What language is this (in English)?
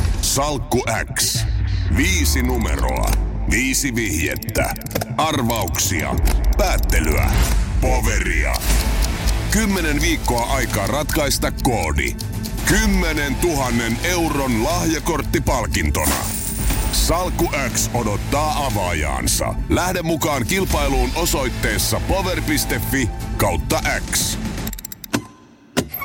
Finnish